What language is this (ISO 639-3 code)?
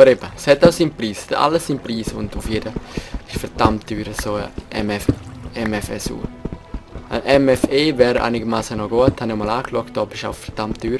gsw